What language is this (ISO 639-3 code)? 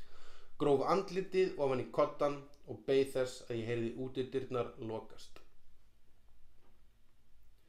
isl